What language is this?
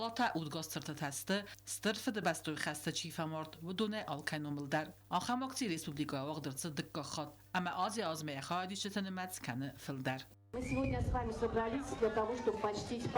Ossetic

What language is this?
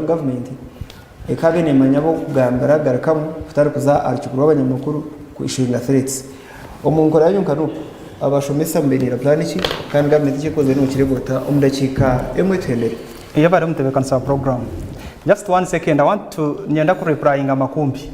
Nyankole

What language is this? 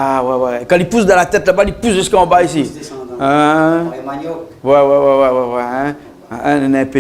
Réunion Creole French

